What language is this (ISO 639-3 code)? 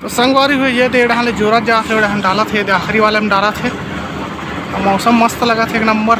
hne